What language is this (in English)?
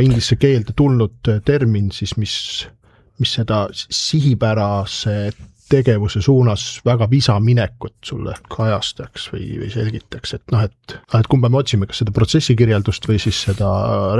Estonian